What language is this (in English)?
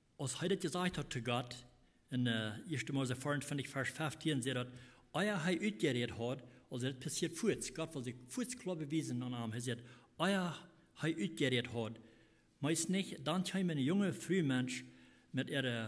Plautdietsch